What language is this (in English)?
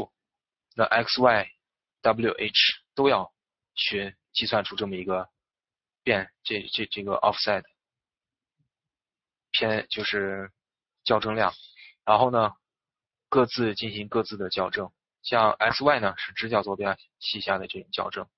Chinese